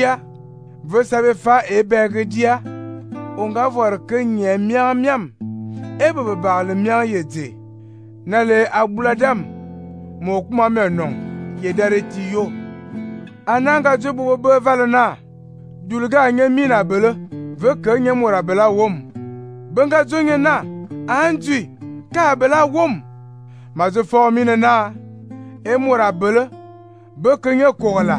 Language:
Fang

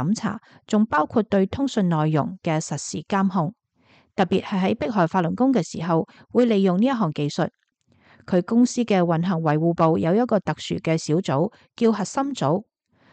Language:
Cantonese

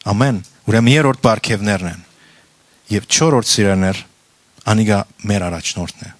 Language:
Western Armenian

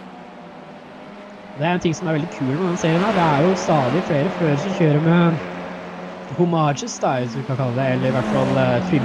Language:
Norwegian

